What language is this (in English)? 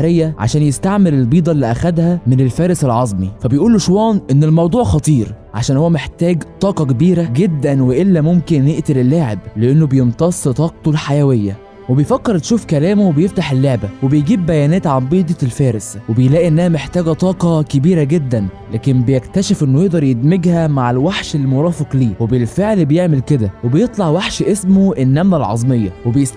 Egyptian Arabic